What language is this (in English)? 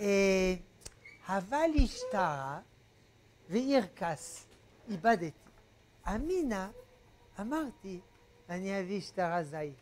Hebrew